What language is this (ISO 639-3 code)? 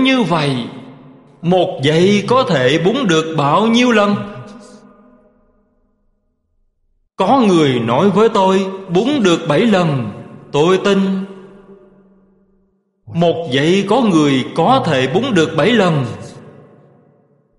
vie